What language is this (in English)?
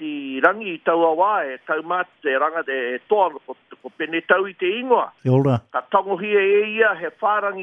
Māori